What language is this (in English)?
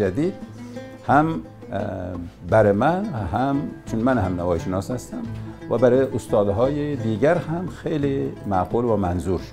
Tajik